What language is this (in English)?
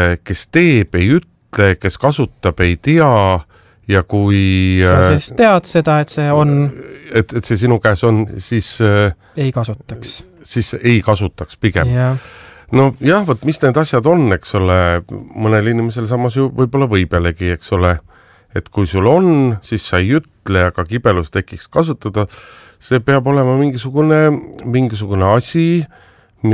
Estonian